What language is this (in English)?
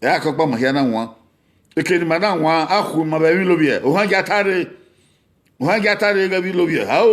Bini